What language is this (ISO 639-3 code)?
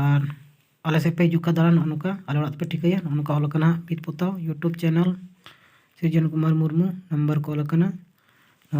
sat